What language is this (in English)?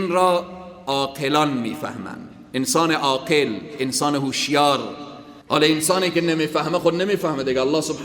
Persian